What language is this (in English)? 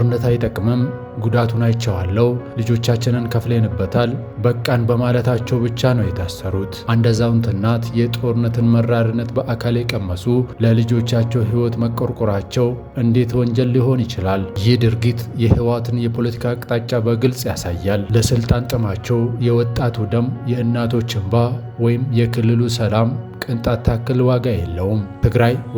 Amharic